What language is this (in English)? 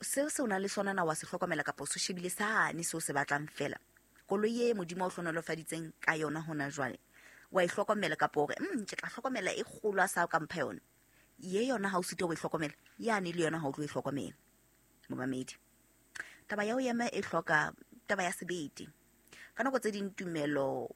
Southern Sotho